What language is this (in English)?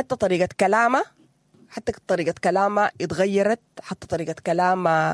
Sudanese Arabic